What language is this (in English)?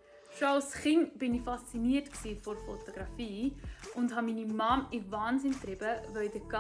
Swiss German